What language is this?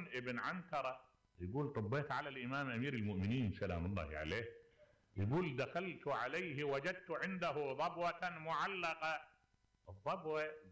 Mesopotamian Arabic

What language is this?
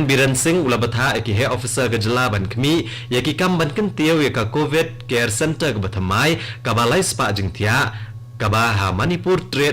Khasi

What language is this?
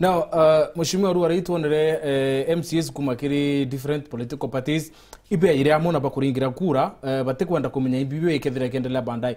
Meru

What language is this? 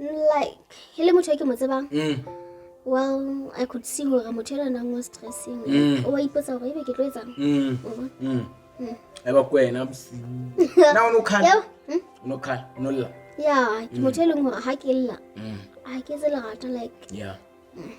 Southern Sotho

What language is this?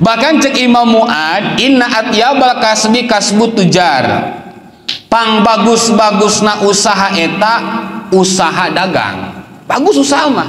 Sundanese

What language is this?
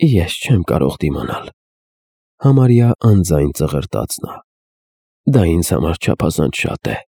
Armenian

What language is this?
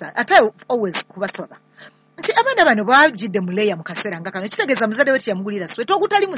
Ganda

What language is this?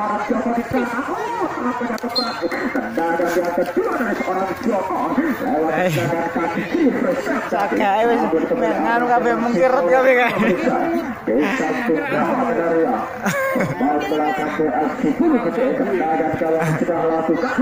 Indonesian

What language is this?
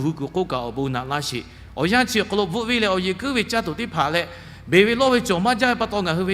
Lahu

